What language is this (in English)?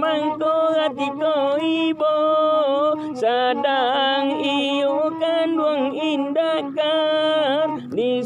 Minangkabau